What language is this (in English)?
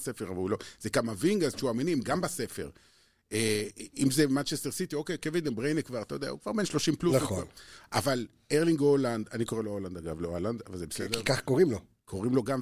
Hebrew